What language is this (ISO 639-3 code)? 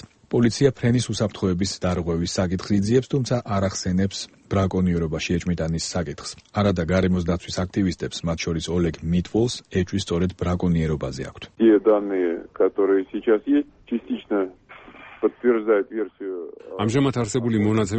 kat